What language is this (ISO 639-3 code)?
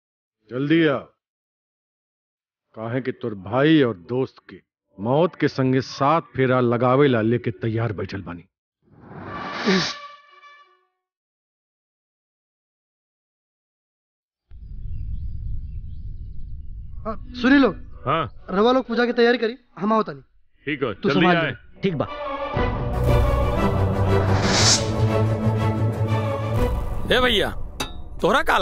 bho